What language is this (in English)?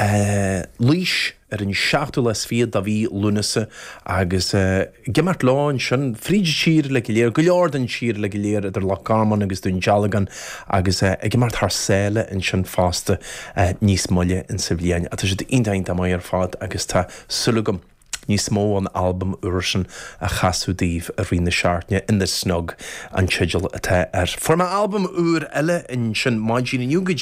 Irish